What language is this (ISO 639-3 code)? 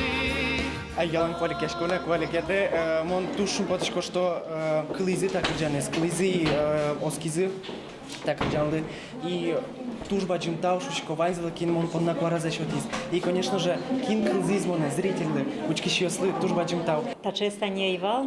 udm